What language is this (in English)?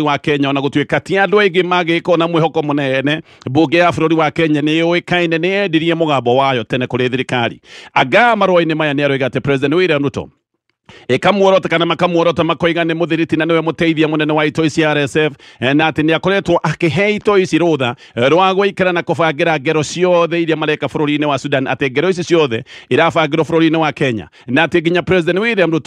Kikuyu